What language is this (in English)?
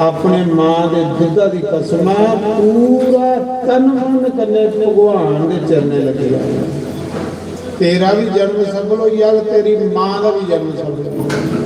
Dogri